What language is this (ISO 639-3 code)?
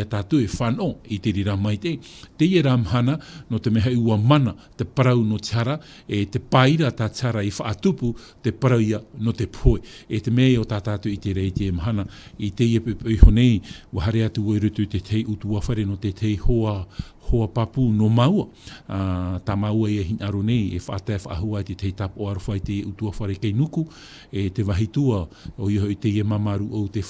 tah